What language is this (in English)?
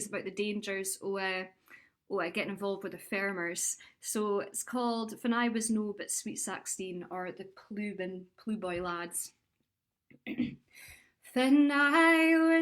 Scots